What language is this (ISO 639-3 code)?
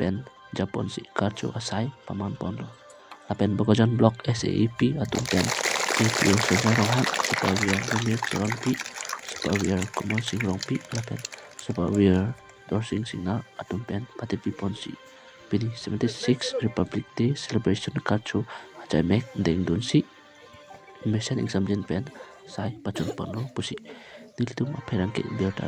mjw